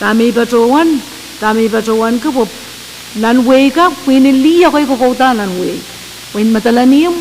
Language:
Pohnpeian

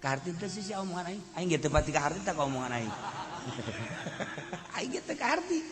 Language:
Sundanese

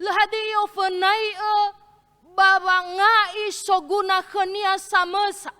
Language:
Nias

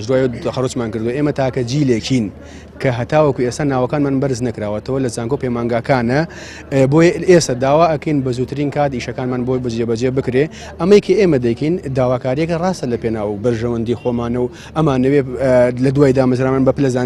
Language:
Central Kurdish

